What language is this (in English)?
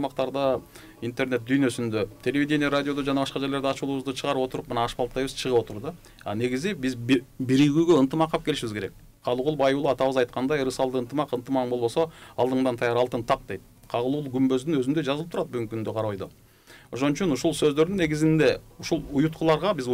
Kyrgyz